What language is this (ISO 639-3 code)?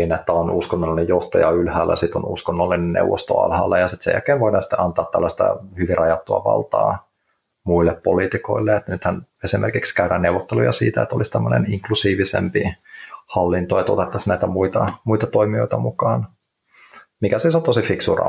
fin